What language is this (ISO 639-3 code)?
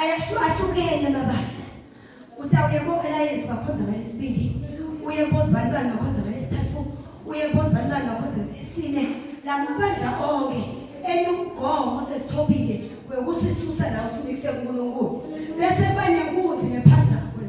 zul